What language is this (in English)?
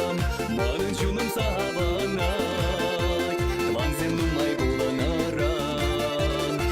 Chuvash